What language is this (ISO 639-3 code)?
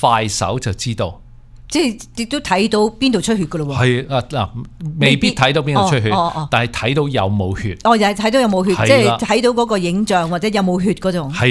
yue